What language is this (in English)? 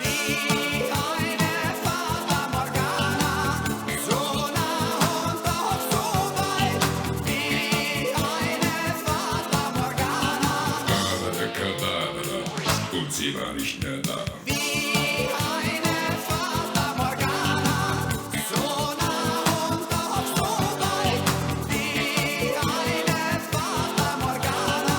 Swiss German